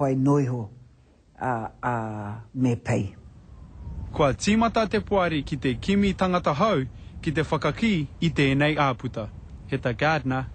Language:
Māori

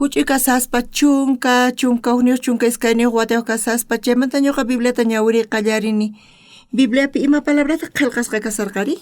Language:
South Bolivian Quechua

